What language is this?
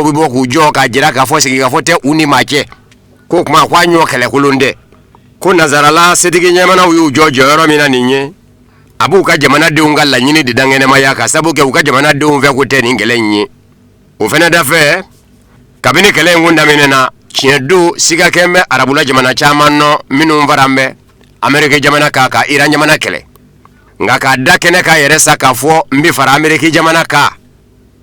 Bambara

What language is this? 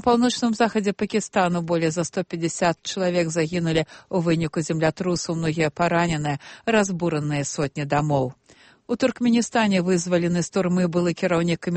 Belarusian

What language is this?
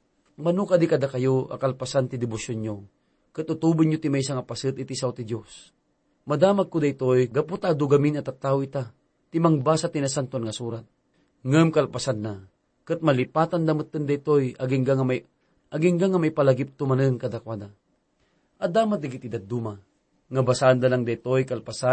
Iloko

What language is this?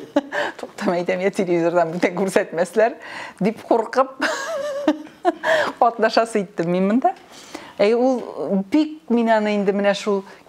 Tatar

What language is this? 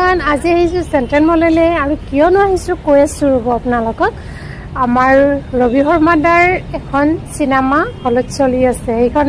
Assamese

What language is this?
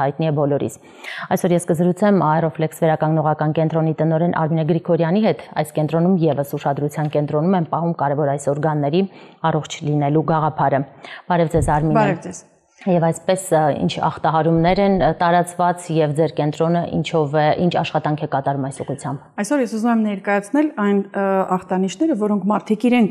Armenian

